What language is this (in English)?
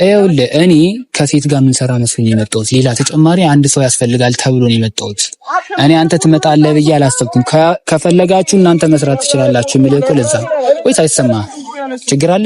Amharic